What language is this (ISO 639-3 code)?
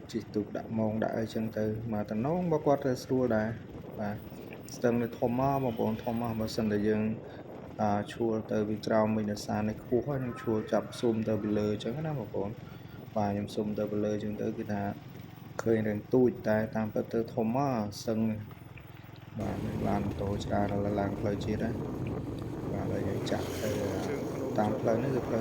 khm